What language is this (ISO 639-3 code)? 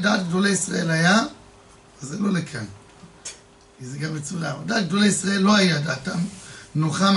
heb